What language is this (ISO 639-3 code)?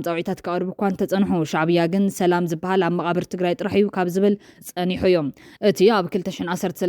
tir